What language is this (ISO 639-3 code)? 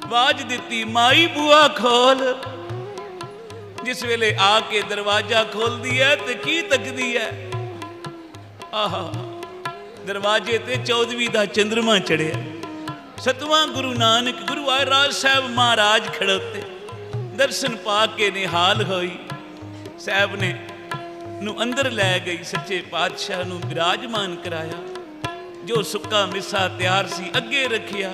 pan